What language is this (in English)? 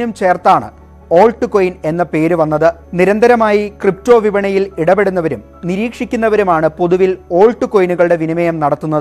Malayalam